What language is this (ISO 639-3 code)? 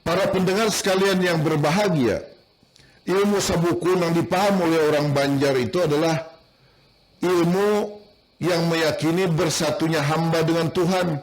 bjn